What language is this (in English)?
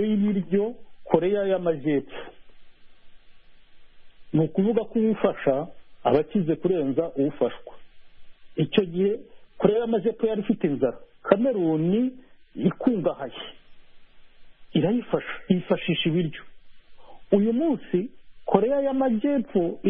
Kinyarwanda